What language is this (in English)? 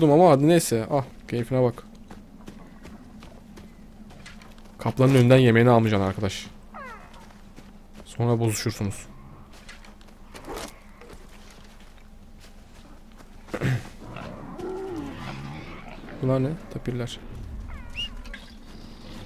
Turkish